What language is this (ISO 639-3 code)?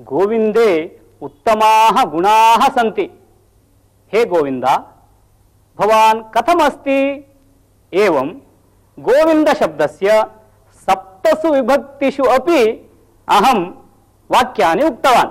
san